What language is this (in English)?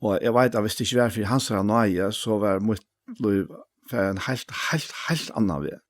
Faroese